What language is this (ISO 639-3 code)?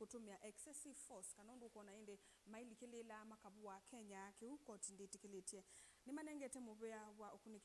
kam